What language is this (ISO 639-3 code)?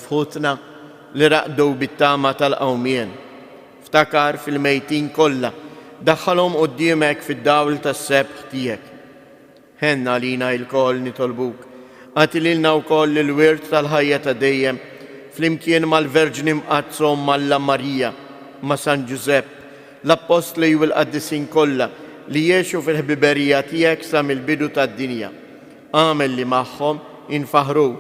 mlt